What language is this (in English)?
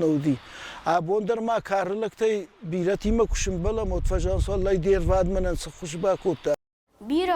Ossetic